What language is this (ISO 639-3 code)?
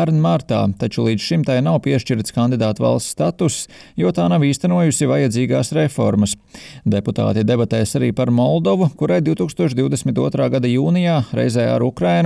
lav